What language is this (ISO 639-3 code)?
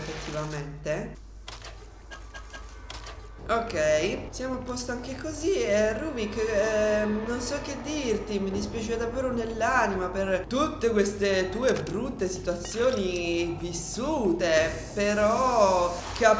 ita